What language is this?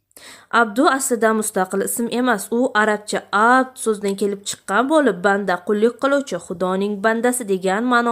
Uzbek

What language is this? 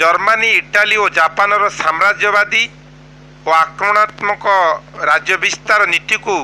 Odia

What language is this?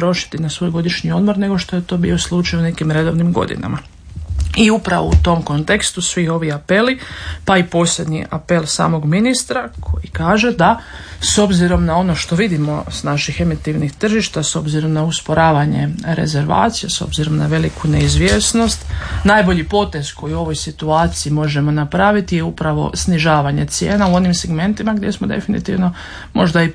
Croatian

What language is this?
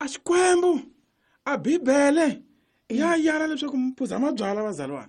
Tsonga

